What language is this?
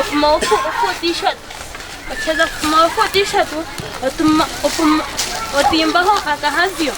Nyankole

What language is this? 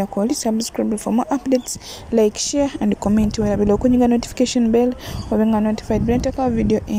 Ganda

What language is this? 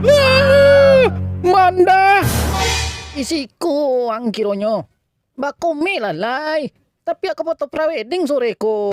Minangkabau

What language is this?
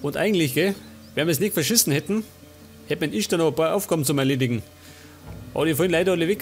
Bavarian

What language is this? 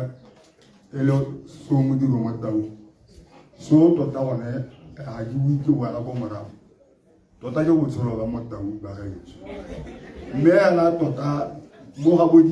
Tswana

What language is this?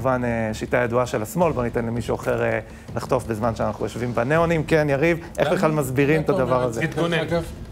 Hebrew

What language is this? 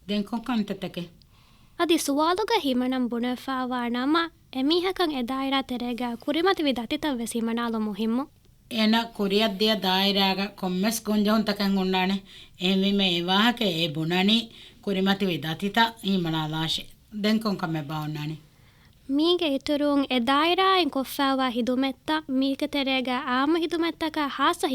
Divehi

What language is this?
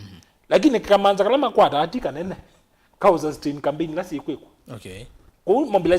Kamba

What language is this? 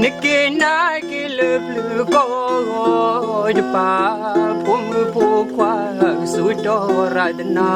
S'gaw Karen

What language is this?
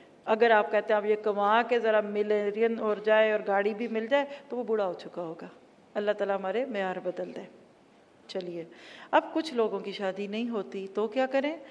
Urdu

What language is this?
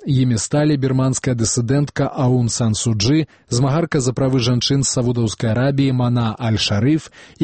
Belarusian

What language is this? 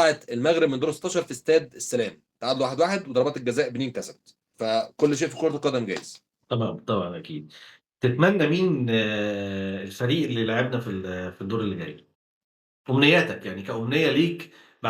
Egyptian Arabic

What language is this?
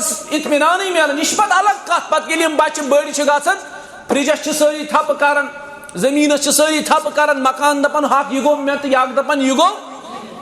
Kashmiri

